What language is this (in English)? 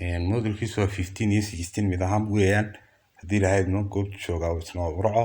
Somali